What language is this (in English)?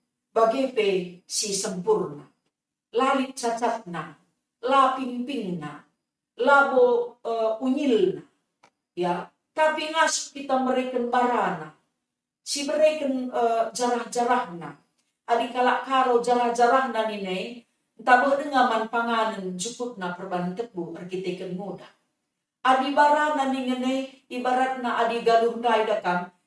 Batak Karo